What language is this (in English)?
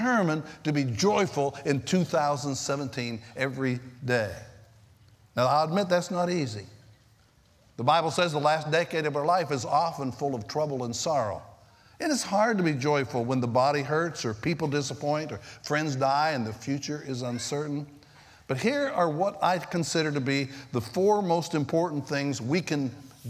English